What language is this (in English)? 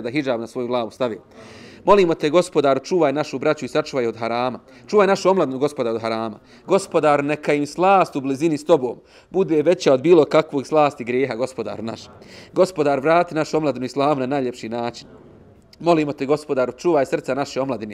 Bosnian